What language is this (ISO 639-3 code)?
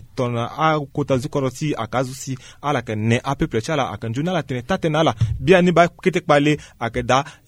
sag